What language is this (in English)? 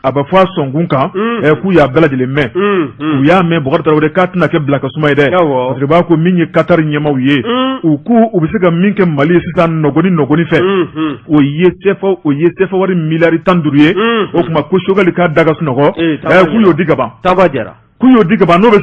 Bambara